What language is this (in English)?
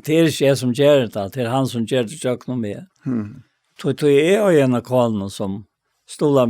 Faroese